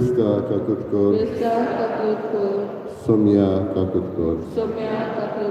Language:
Konkani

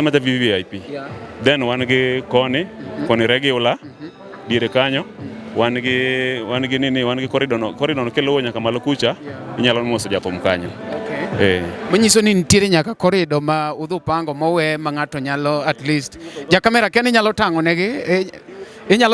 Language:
Luo (Kenya and Tanzania)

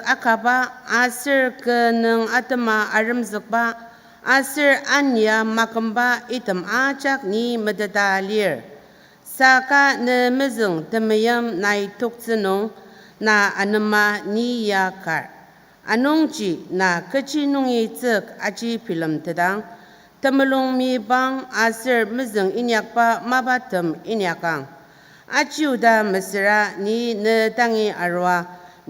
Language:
Ao Naga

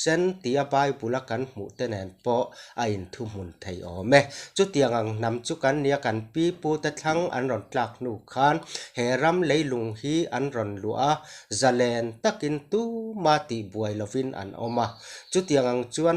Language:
Mizo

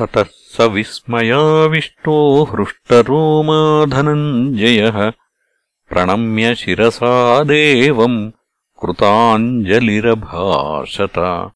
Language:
Sanskrit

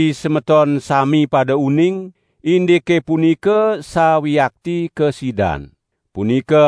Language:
Balinese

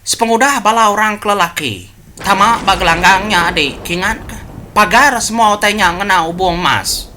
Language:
Iban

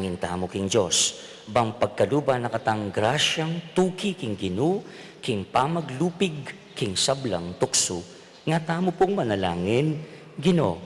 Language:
Pampanga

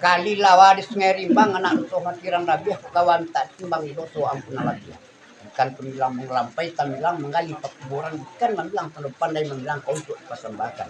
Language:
Minangkabau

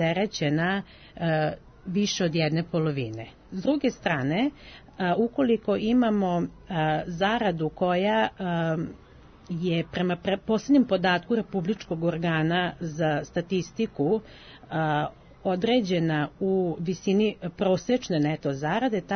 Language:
Serbian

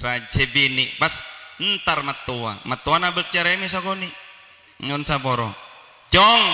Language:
Madurese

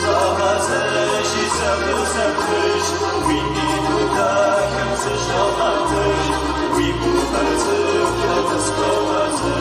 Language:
Kabardian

